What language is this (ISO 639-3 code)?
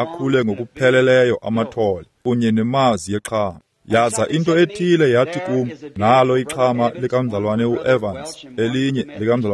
xho